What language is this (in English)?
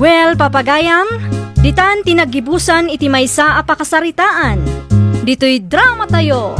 Iloko